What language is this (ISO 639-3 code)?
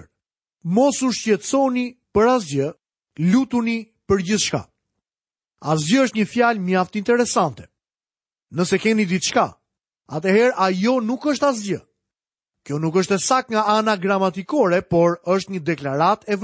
sqi